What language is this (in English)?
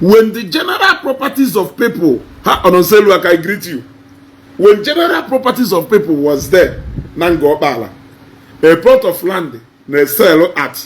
Igbo